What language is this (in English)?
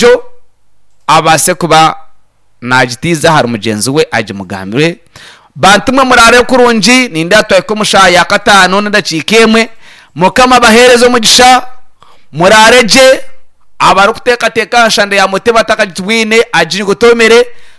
Nyankole